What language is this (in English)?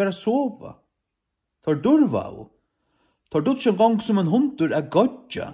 Faroese